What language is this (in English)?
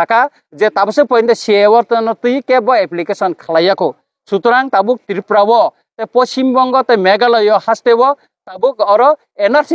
Kok Borok